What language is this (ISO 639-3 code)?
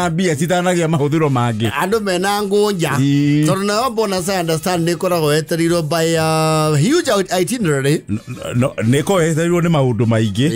kik